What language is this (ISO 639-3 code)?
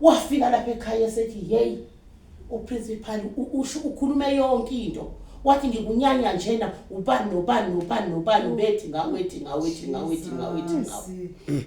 zul